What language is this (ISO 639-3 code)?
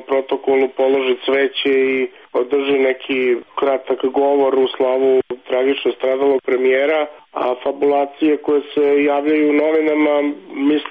srp